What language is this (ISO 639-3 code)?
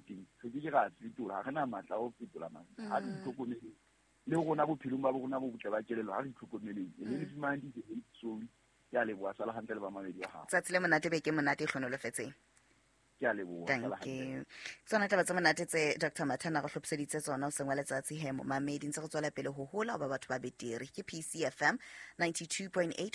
sot